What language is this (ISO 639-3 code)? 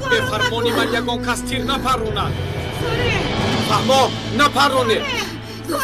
tgk